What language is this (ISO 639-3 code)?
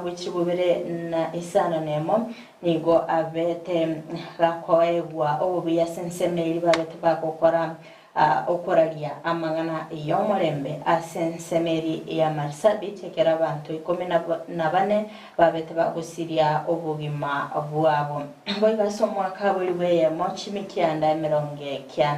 guz